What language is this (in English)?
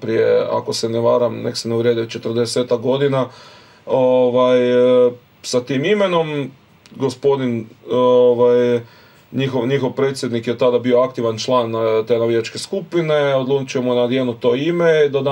Croatian